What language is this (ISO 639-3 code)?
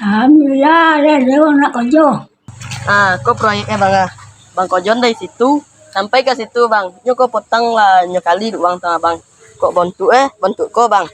min